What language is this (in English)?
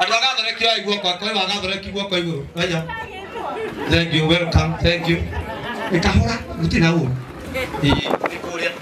Kikuyu